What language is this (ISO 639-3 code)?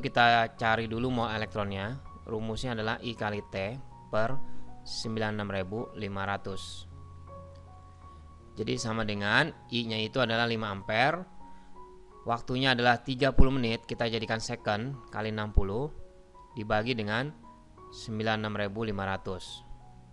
ind